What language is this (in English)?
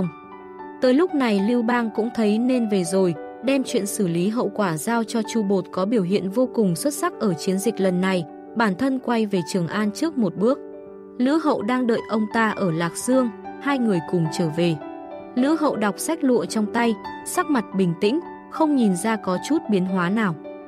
Vietnamese